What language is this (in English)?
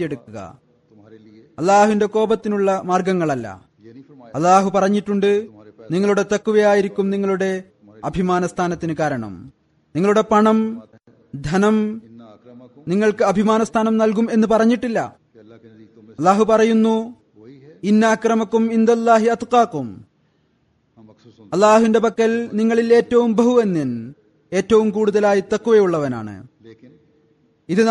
Malayalam